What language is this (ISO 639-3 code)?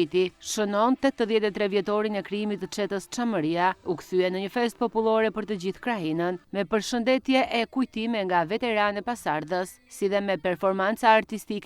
sqi